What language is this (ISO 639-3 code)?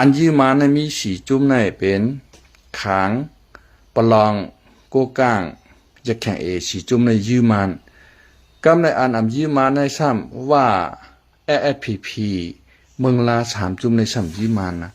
shn